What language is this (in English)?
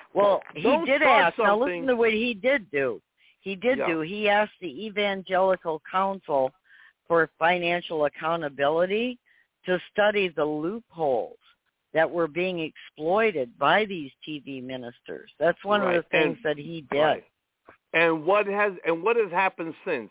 English